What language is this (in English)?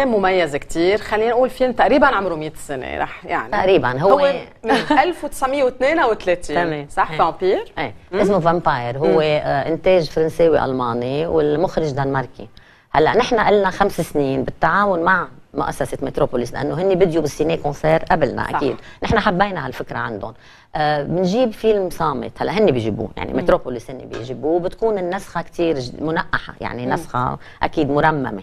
North Levantine Arabic